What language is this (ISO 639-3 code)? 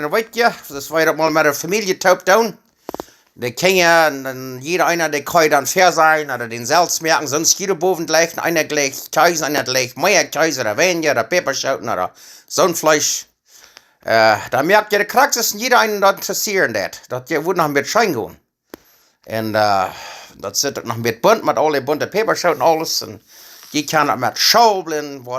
pdt